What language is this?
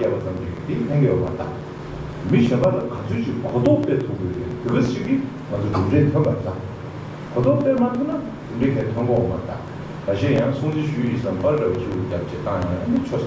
Tibetan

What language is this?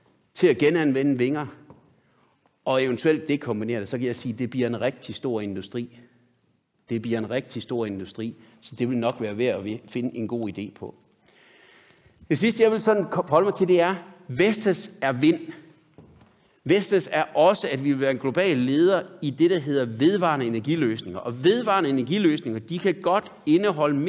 Danish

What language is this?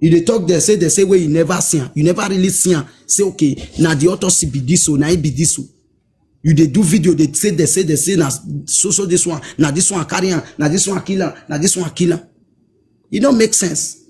Nigerian Pidgin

